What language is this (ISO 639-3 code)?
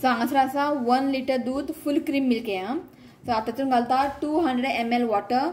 kok